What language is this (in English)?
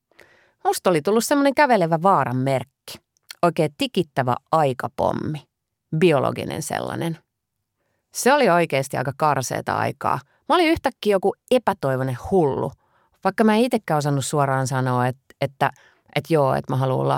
Finnish